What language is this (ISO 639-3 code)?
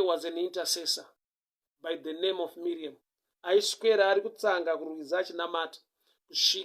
sna